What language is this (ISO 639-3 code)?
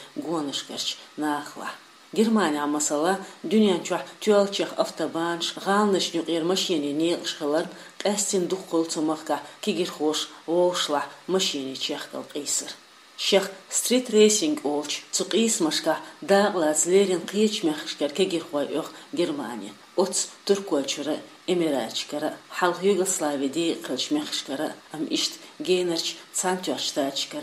che